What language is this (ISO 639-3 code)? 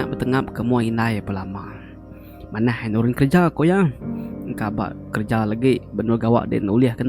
iba